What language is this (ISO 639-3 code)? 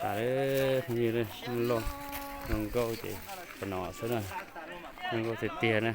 hmn